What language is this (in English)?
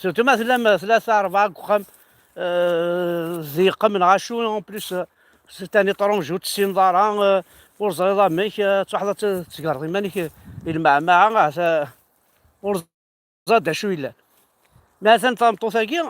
Kabyle